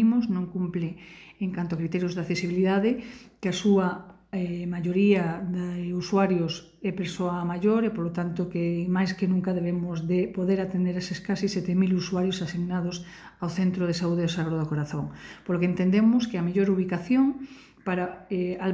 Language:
Galician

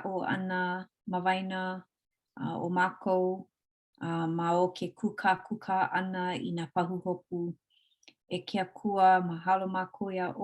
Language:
Hawaiian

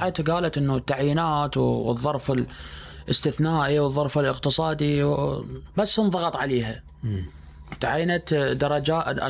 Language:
Mesopotamian Arabic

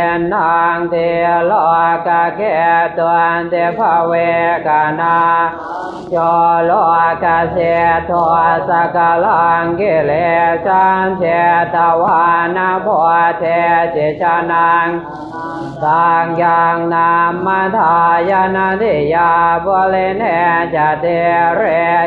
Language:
Pali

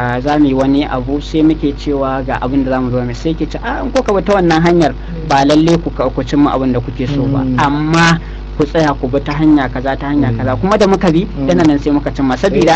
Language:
Hausa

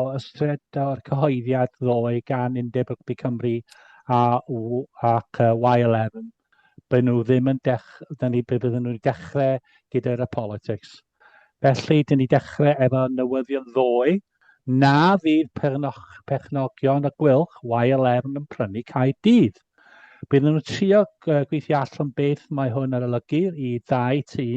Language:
Welsh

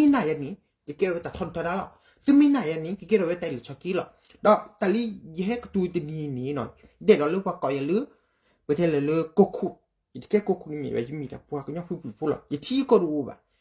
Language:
S'gaw Karen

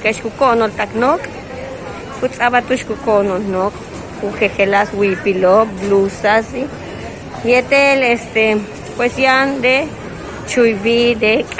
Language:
Yucateco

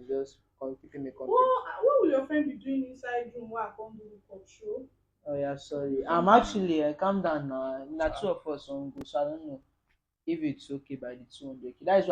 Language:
Nigerian Pidgin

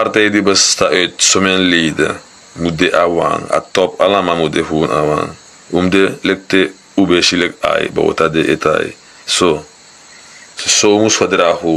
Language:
Sranan Tongo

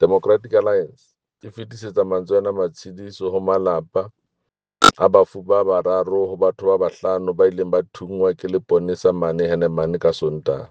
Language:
Southern Sotho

